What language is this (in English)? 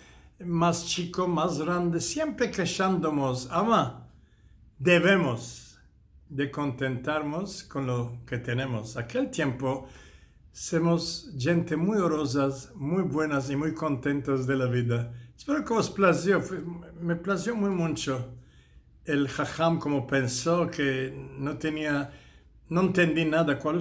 Ladino